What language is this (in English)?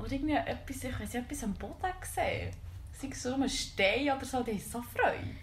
Swiss German